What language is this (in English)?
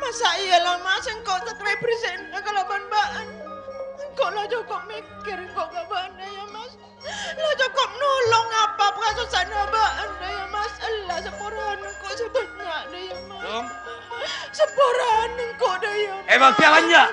Madurese